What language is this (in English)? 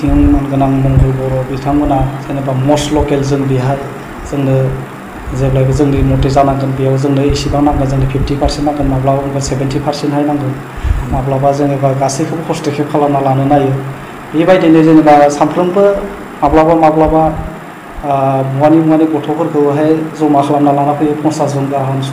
Bodo